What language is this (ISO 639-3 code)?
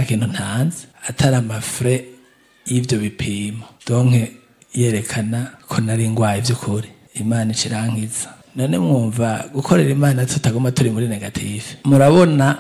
run